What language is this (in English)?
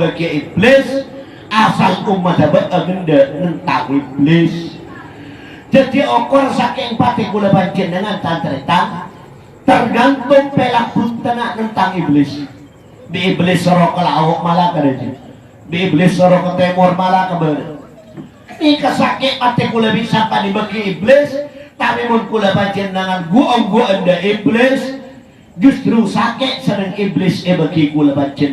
Madurese